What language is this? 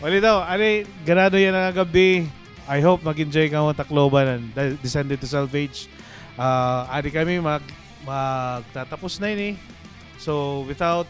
Waray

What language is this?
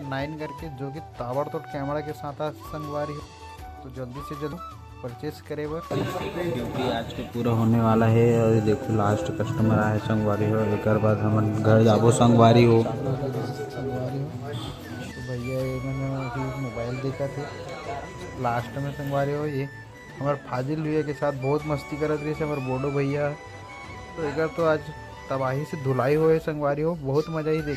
Chhattisgarhi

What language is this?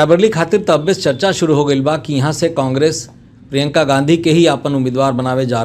Bhojpuri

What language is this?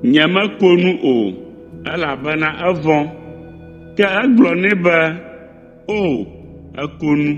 Ewe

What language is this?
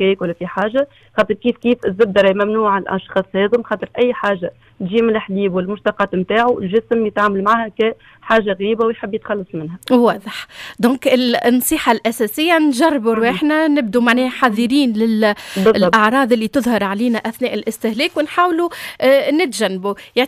Tunisian Arabic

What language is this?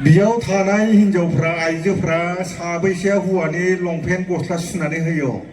Bodo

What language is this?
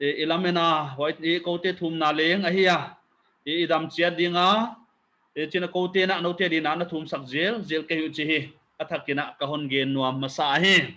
Paite Chin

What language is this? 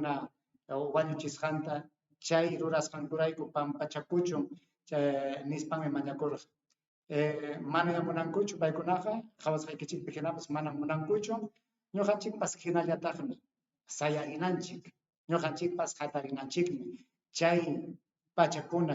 Ayacucho Quechua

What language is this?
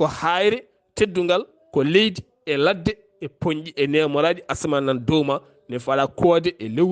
Fula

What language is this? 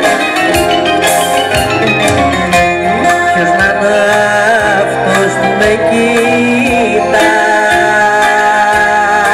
Greek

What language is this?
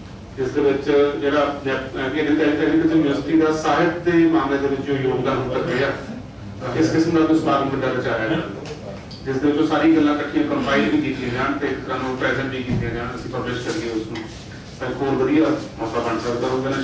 Punjabi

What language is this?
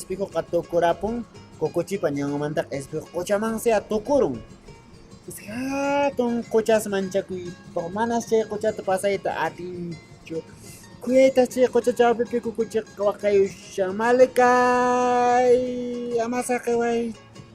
Quechua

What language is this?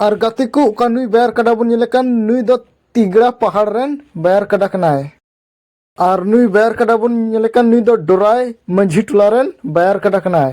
Santali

